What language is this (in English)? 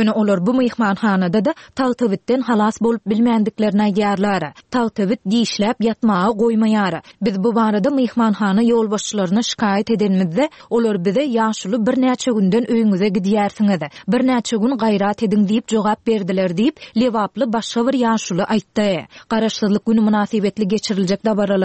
Turkmen